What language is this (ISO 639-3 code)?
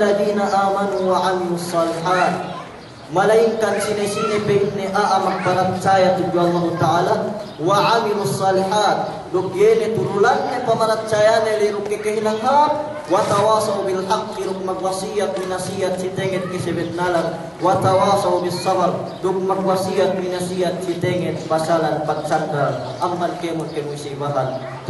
yka